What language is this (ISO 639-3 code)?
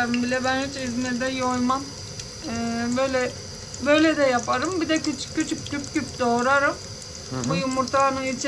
tur